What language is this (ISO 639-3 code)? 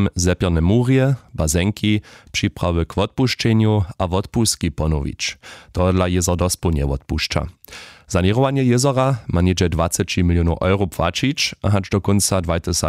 hsb